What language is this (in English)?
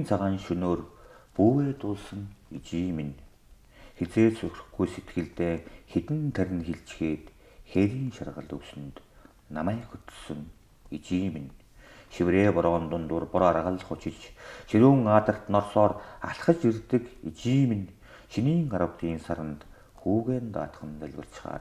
Mongolian